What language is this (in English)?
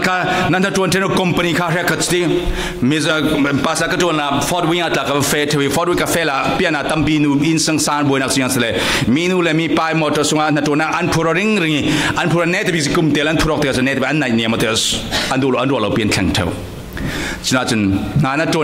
Falam Chin